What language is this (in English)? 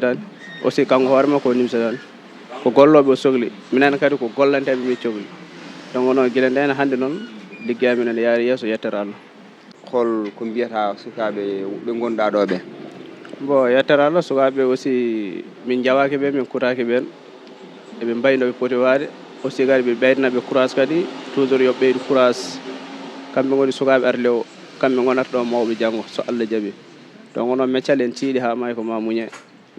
Fula